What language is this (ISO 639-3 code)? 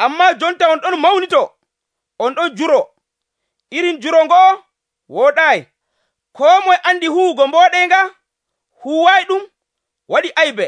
fuv